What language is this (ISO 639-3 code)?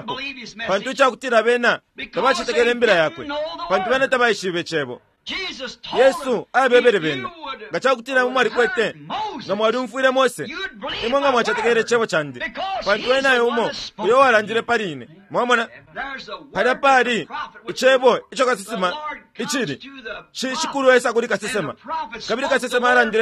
bem